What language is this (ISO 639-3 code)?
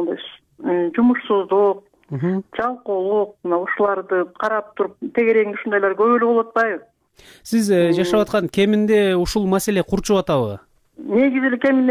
kir